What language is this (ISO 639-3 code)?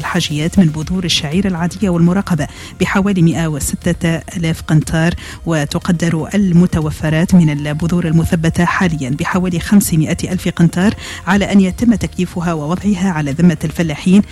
aeb